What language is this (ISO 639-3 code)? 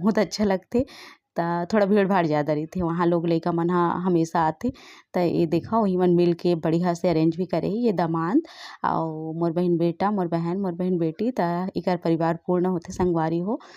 hne